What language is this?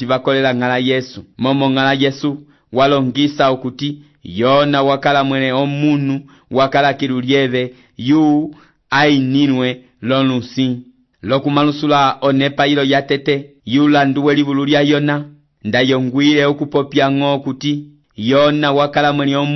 Umbundu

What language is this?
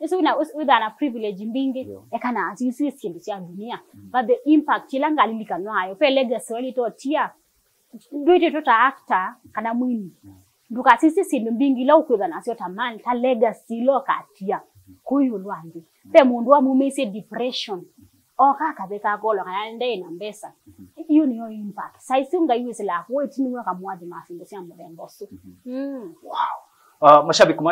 Kamba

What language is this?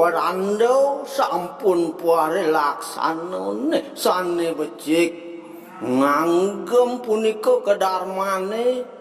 Balinese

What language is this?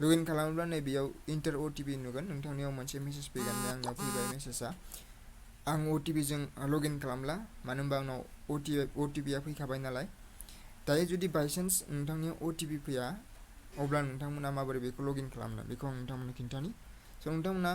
Bodo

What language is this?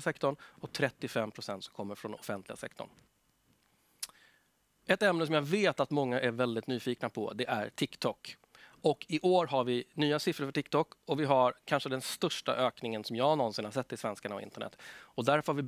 Swedish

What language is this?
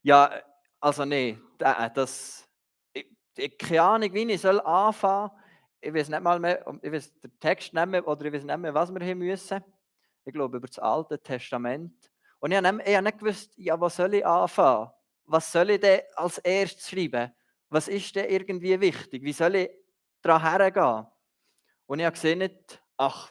Swiss German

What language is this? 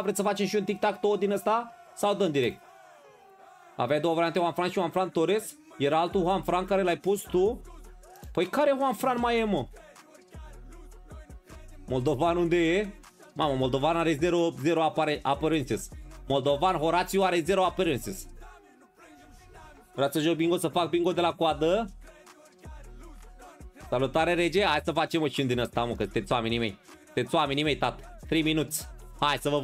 Romanian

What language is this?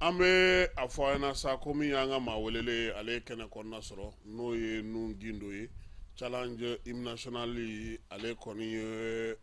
Bambara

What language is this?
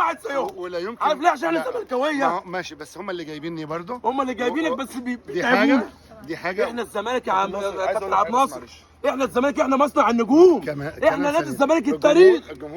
Egyptian Arabic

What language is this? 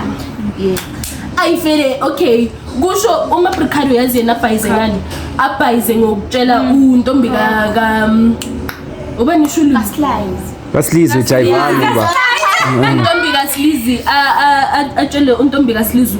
Zulu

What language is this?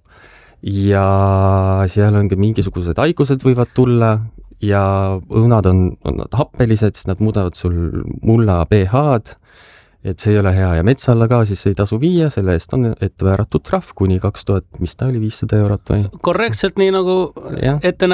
Estonian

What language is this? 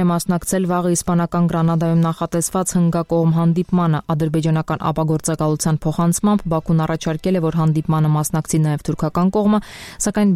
Armenian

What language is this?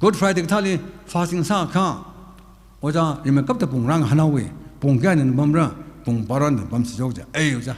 Tangkhul Naga (India)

